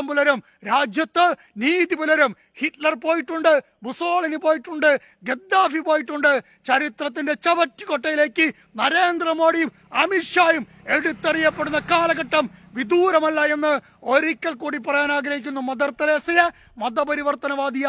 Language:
Malayalam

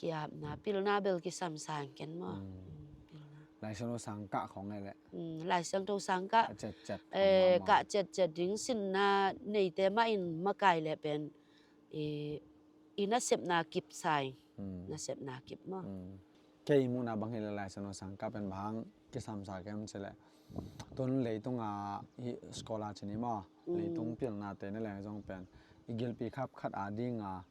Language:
Tedim Chin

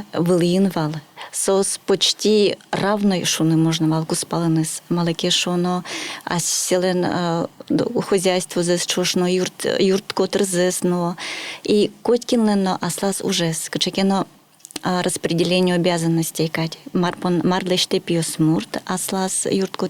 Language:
Udmurt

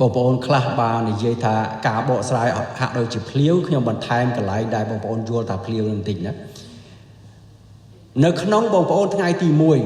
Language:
Khmer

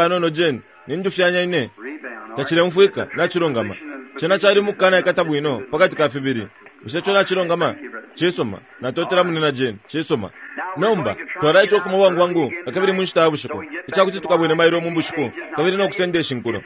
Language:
Bemba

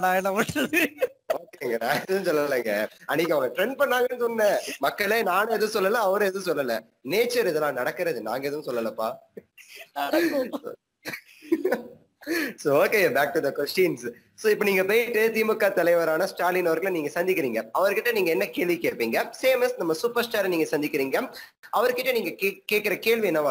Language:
Tamil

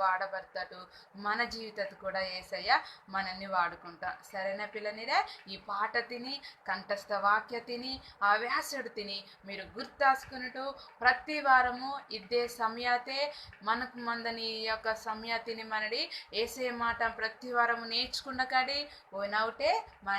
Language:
Koya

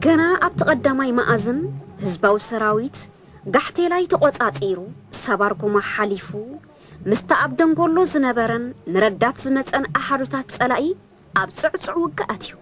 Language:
Tigrinya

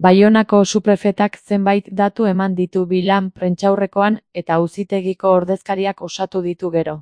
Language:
Basque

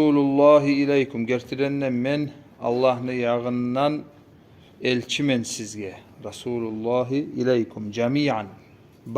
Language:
Kumyk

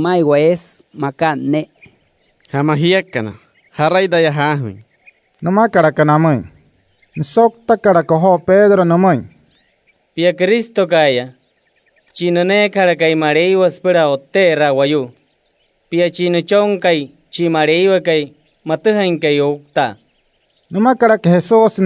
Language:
Wayuu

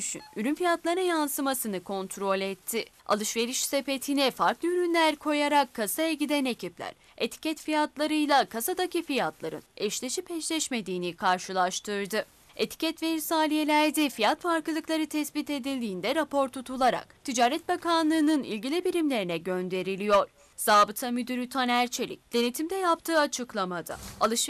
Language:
Turkish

